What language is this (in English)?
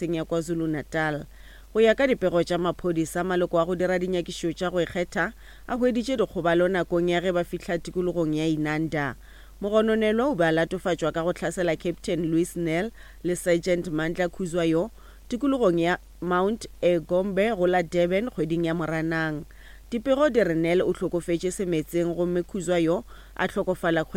Northern Sotho